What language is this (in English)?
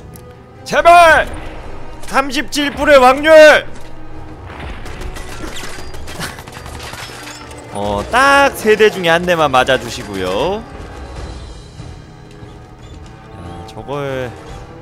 Korean